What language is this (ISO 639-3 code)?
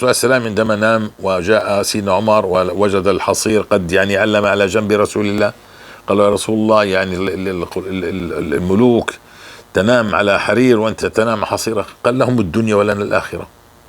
apc